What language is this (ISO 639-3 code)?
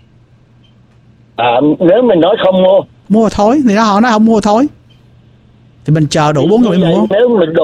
vie